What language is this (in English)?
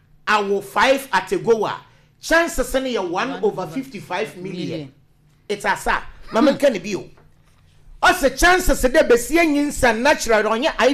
Akan